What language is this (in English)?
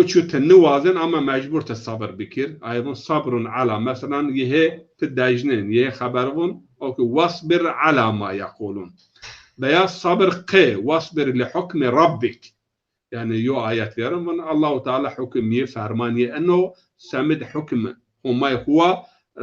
Zaza